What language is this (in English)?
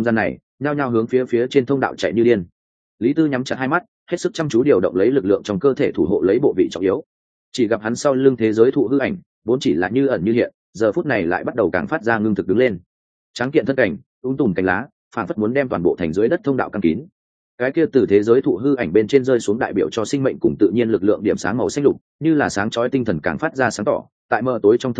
Vietnamese